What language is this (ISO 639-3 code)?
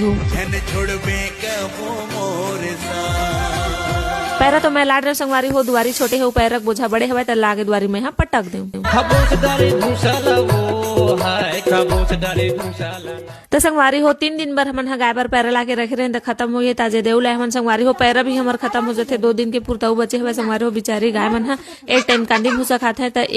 hne